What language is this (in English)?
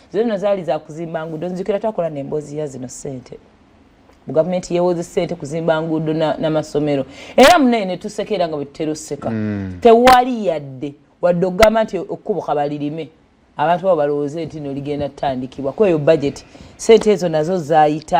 Ganda